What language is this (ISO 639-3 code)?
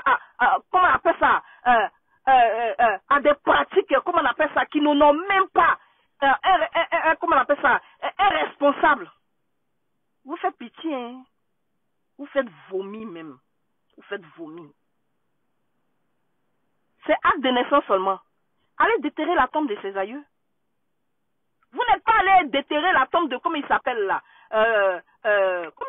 fra